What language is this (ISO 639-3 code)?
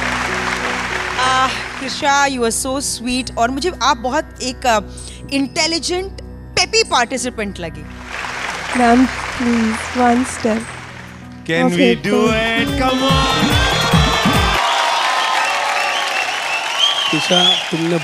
bho